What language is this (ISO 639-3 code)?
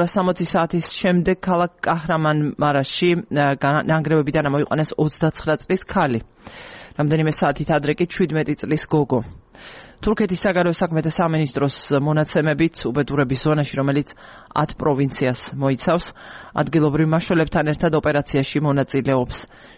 kat